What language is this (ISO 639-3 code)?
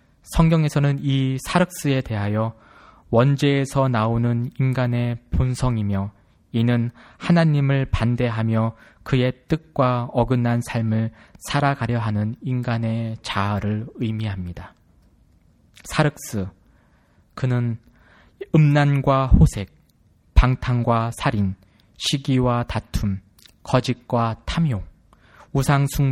kor